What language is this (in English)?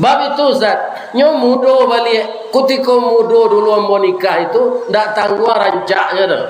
Minangkabau